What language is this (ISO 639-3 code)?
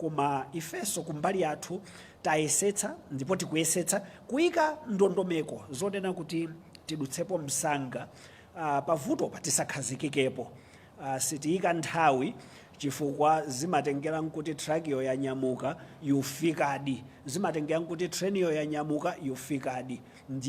nya